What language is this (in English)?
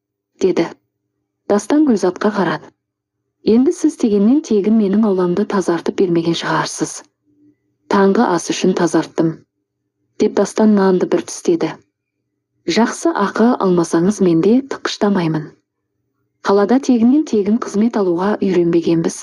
Kazakh